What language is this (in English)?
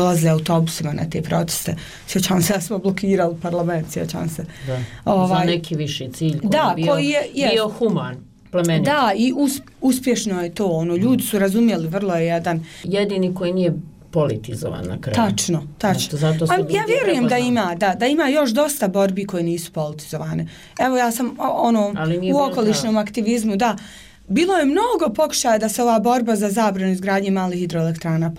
Bosnian